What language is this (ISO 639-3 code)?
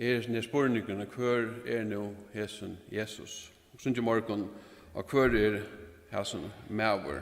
fao